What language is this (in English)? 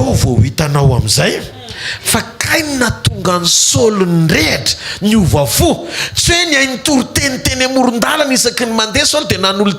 Malagasy